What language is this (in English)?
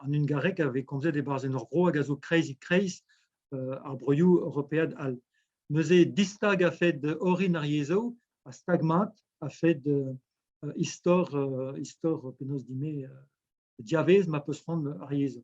Breton